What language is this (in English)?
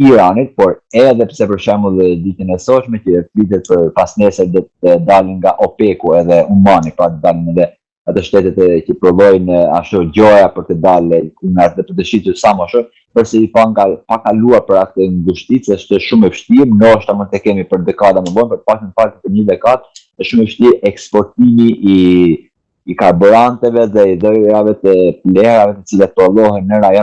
Albanian